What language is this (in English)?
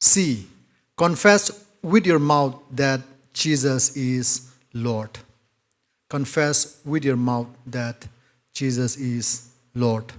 Tangkhul Naga (India)